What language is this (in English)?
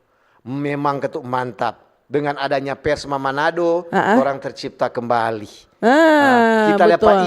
Manado Malay